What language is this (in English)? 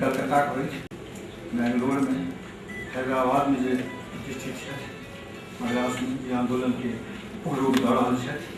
Maithili